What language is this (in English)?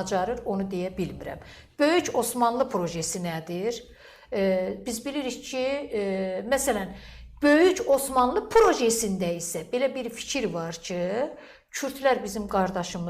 Azerbaijani